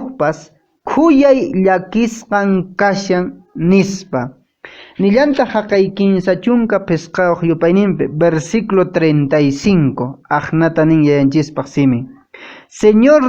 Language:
Quechua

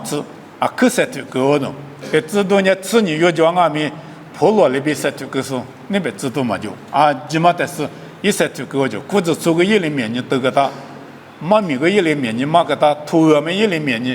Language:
Lisu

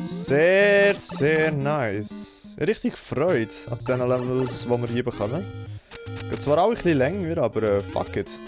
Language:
Swiss German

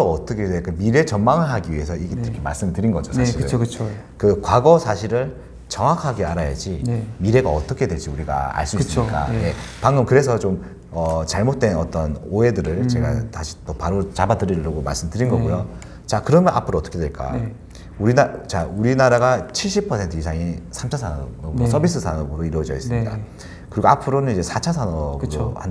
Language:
Korean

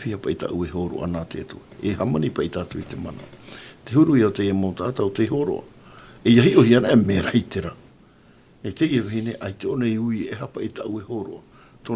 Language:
Tahitian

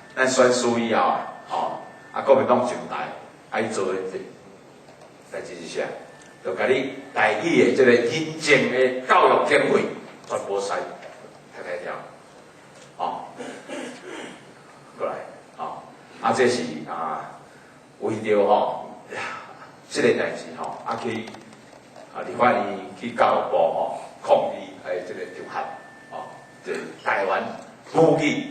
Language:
Min Nan Chinese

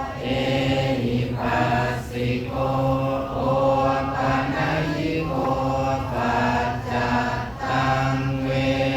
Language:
Pali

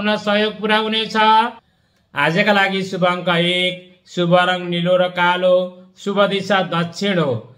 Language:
Nepali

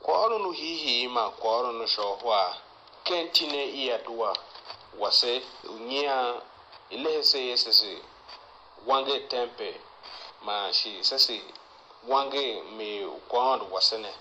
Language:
Tiv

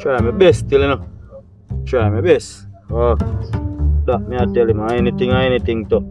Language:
Jamaican Creole English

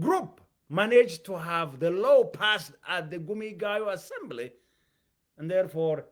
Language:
English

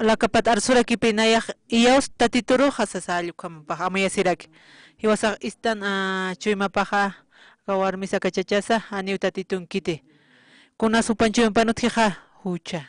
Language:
Aymara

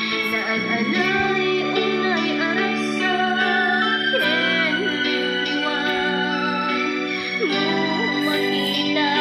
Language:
Iloko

